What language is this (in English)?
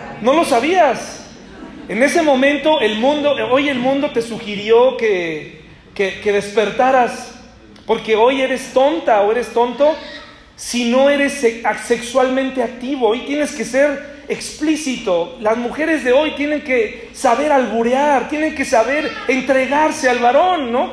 Spanish